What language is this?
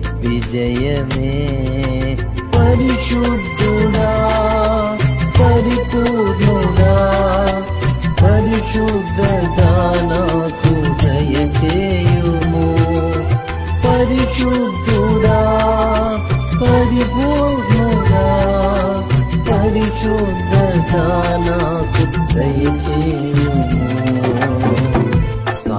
Telugu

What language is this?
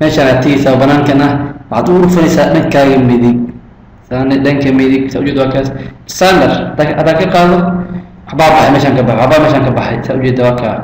Somali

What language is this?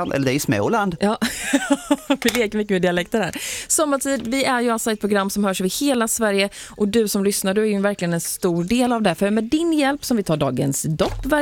Swedish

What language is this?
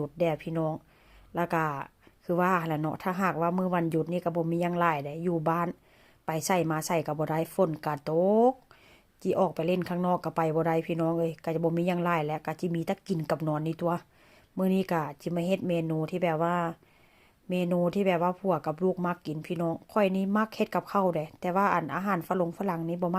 Northeastern Thai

